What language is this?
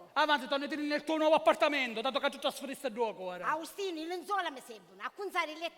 Sicilian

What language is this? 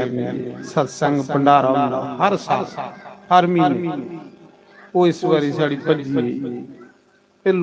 Dogri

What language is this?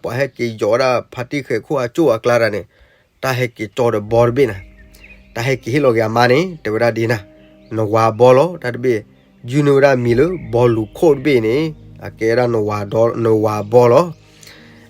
S'gaw Karen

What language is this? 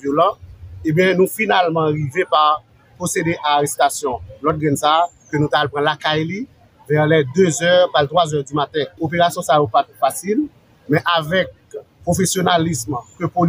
Haitian Creole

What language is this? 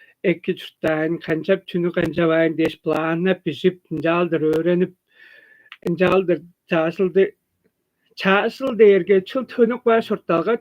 Tuvinian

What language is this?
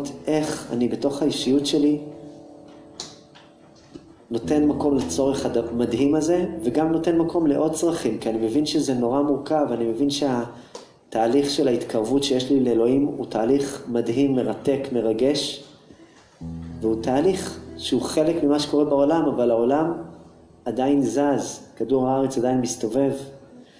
Hebrew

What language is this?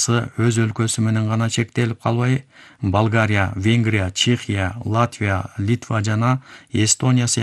Kyrgyz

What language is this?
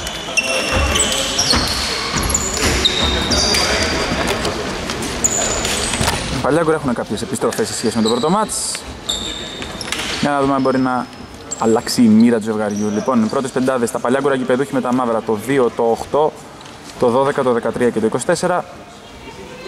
Greek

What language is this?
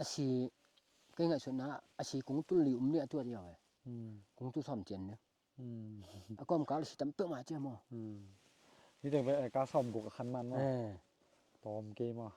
Tedim Chin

